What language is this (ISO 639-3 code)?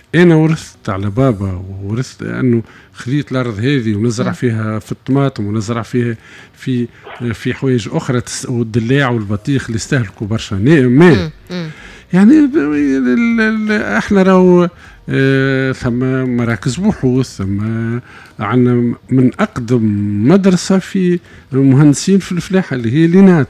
aeb